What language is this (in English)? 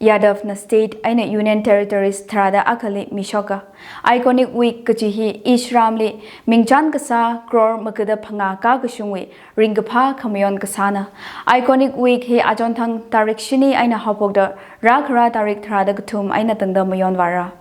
Tangkhul Naga (India)